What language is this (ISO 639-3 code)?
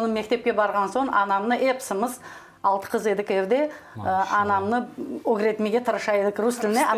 crh